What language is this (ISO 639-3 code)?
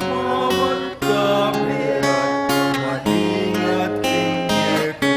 pam